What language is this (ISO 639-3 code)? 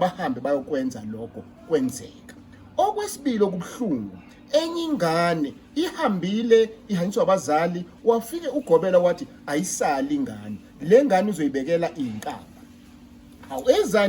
zul